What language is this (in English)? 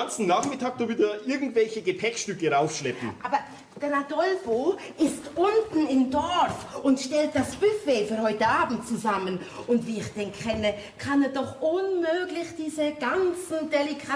Bavarian